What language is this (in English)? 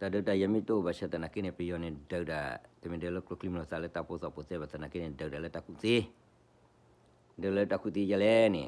S'gaw Karen